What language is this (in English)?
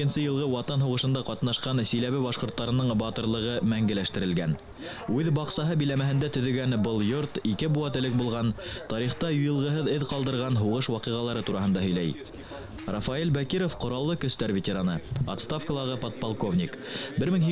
Bashkir